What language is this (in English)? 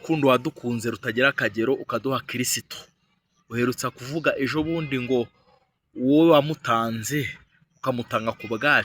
Kinyarwanda